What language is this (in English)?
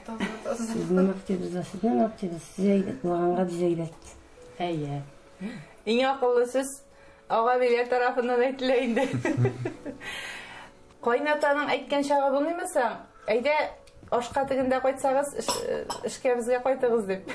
Tatar